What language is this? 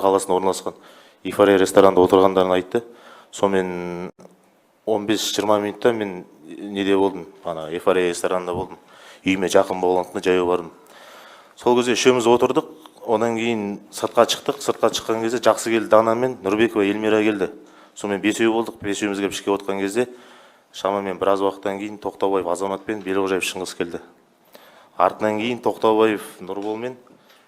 Kazakh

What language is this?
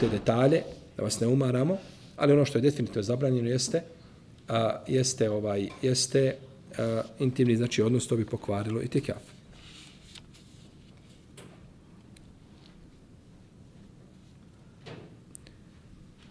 Bosnian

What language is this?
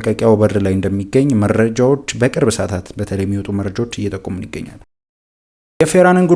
Amharic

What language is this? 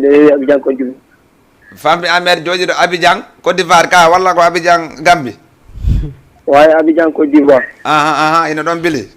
Fula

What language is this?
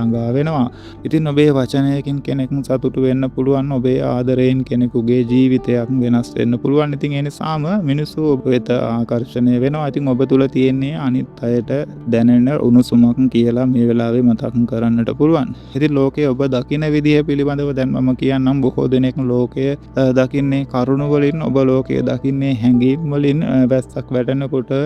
Sinhala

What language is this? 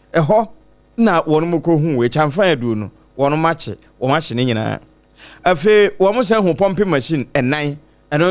Akan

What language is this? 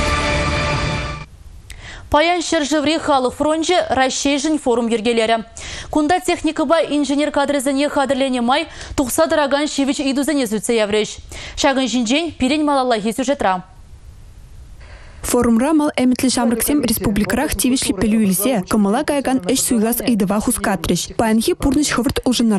Chuvash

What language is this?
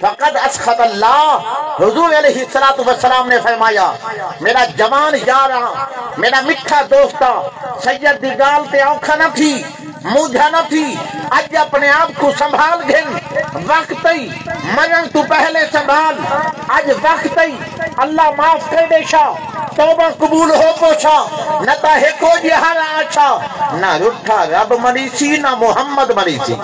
Saraiki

